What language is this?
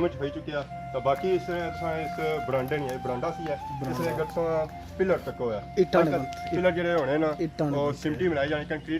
Pahari-Potwari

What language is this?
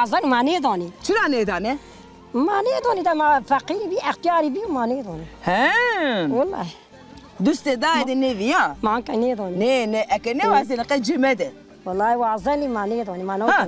Zaza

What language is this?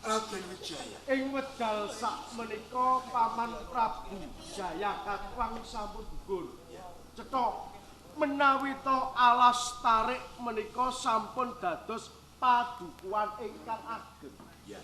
Javanese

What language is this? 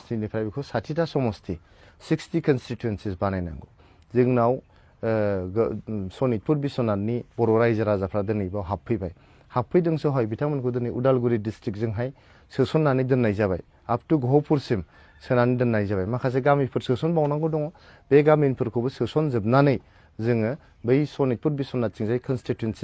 Bodo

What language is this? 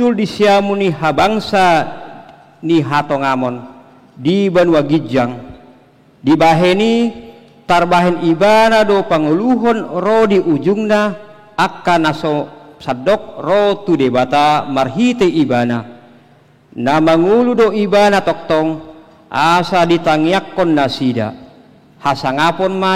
Batak Toba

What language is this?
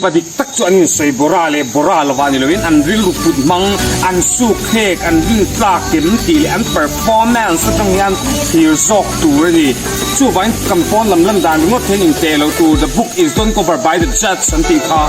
Mizo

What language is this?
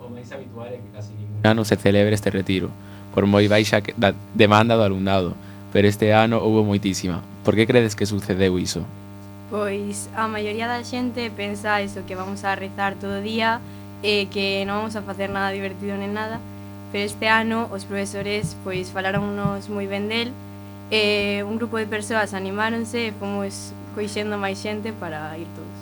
Galician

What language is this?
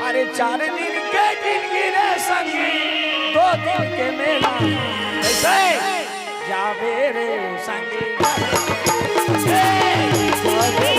Chhattisgarhi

